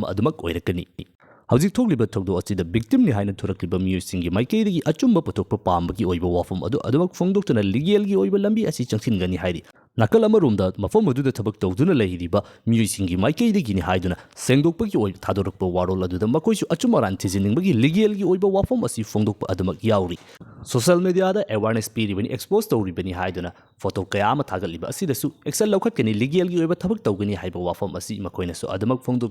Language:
Manipuri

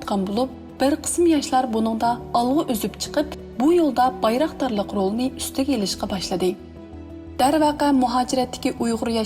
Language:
Uyghur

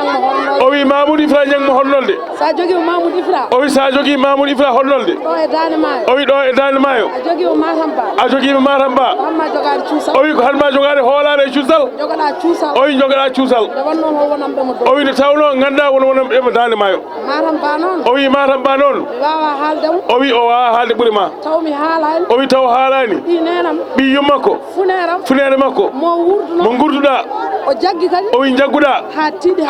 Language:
Fula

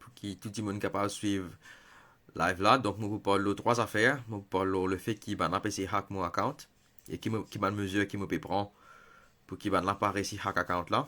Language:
Morisyen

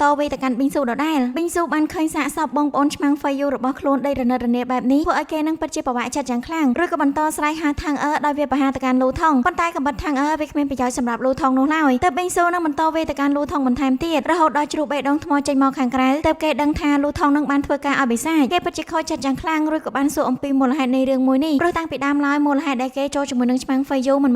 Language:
Khmer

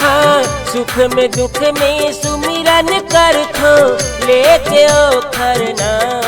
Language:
Chhattisgarhi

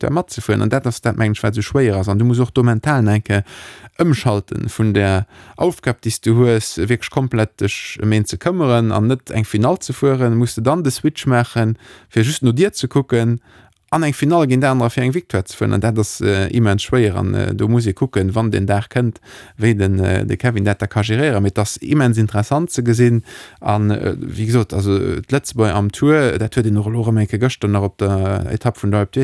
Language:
Luxembourgish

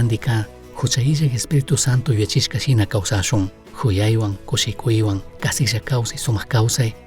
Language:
Chimborazo Highland Quichua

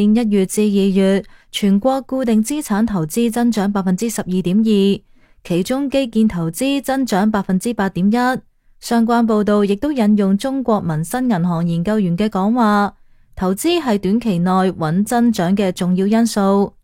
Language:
Cantonese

